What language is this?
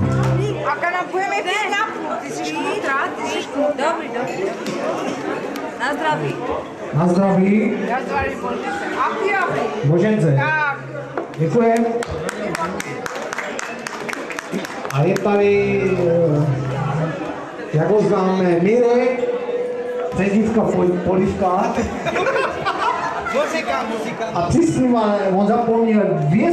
Czech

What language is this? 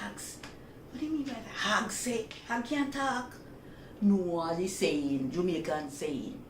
Jamaican Creole English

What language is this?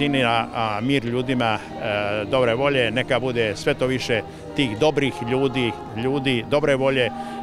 Croatian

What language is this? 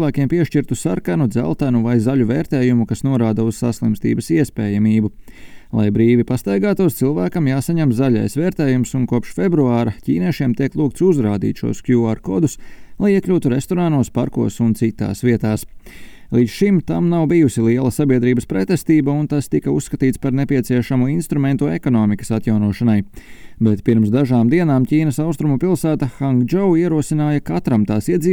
Latvian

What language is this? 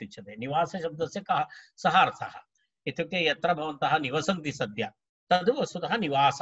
Sanskrit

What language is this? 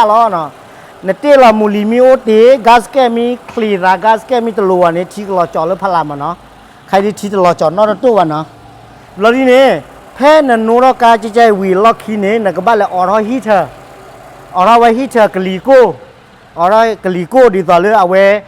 S'gaw Karen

